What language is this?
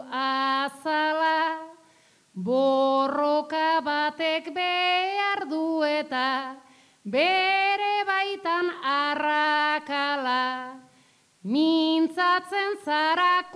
Basque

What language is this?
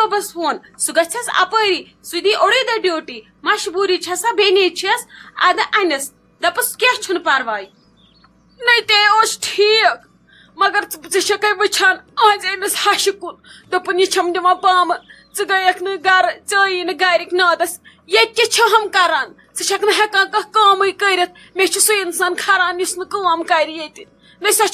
Kashmiri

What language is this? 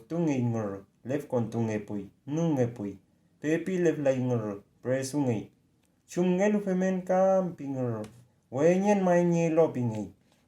Mapuche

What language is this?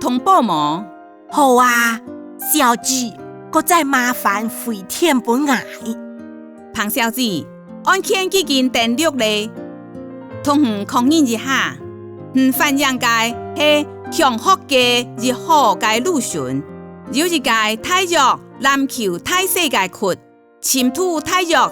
Hakka Chinese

